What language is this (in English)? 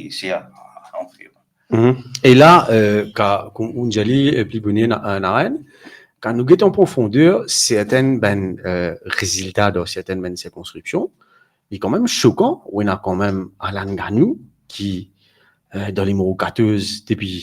Morisyen